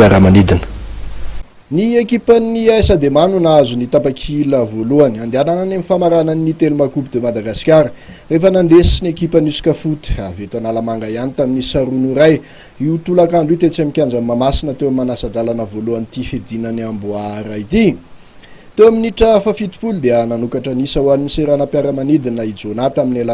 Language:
Malagasy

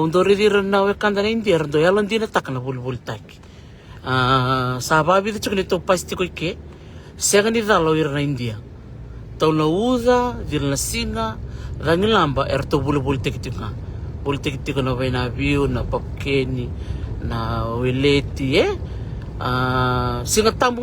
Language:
Fijian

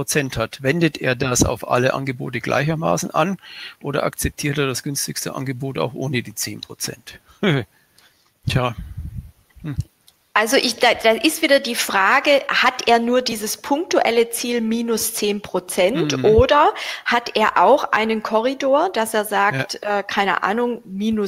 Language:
German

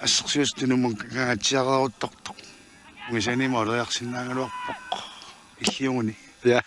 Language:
Kalaallisut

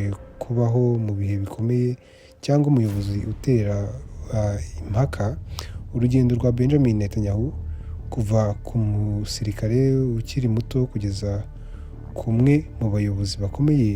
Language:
Kinyarwanda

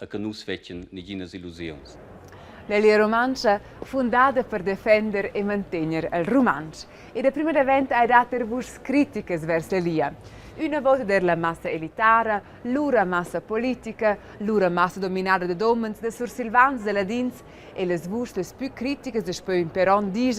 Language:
Romansh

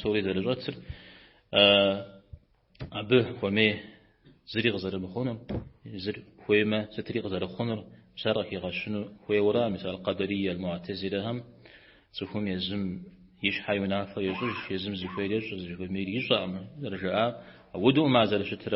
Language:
Kabardian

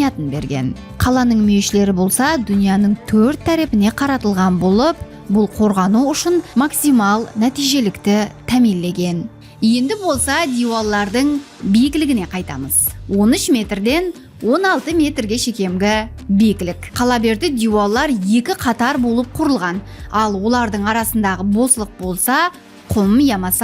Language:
Kara-Kalpak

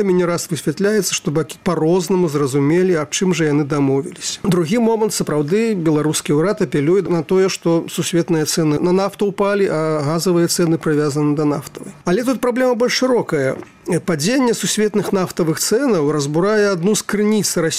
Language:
Belarusian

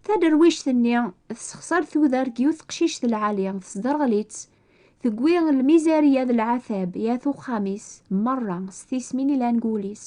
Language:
Kabyle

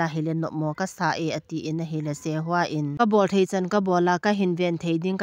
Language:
Thado Chin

